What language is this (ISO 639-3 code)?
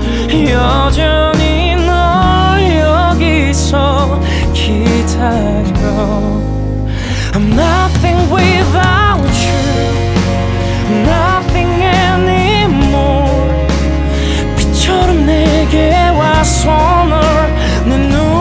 kor